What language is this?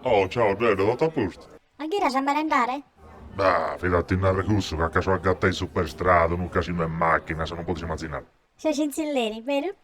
Sardinian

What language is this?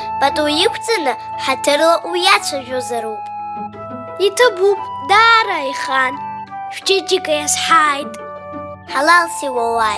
Abkhazian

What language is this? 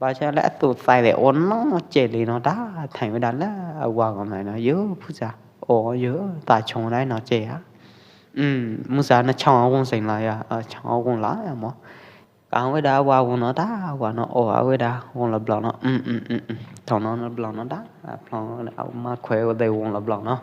Pwo Eastern Karen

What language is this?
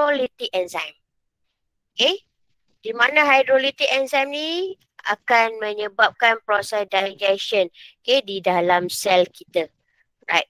Malay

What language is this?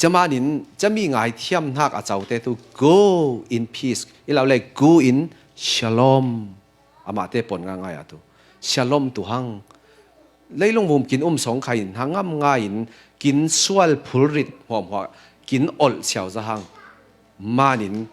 Falam Chin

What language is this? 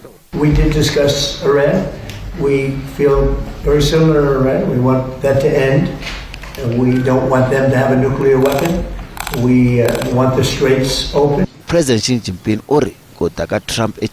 Tsonga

